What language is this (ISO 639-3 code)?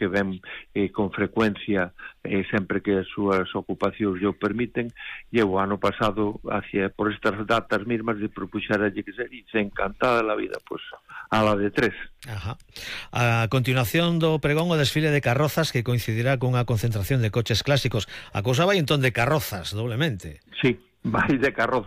glg